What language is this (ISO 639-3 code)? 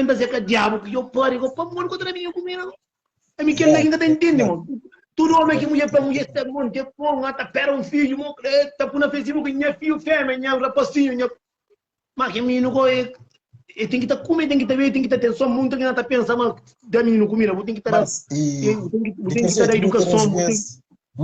kea